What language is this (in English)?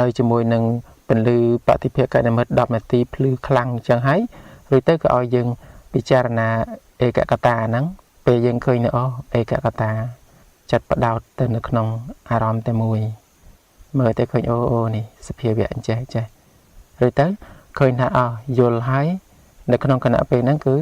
Khmer